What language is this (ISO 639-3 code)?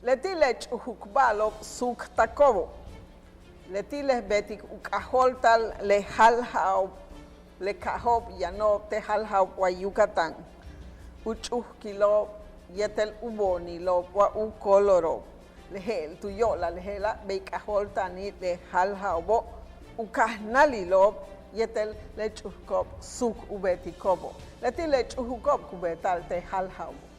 yua